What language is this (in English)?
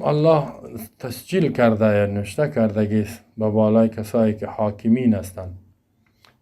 Persian